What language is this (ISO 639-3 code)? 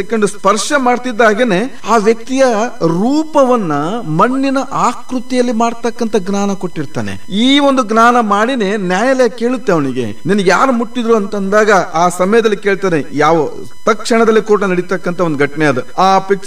kan